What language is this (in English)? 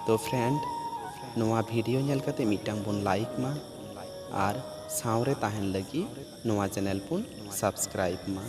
Santali